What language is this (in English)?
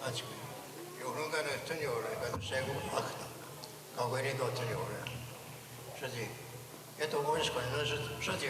Mohawk